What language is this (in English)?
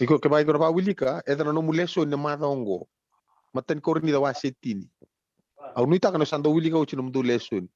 Fijian